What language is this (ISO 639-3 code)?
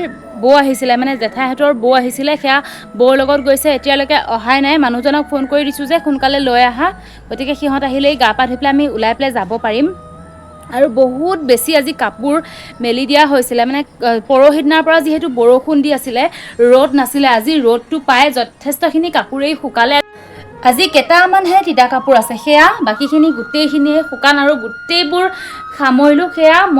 asm